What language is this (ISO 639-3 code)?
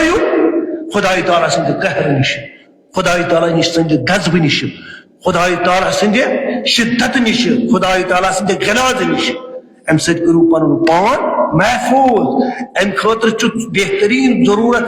kas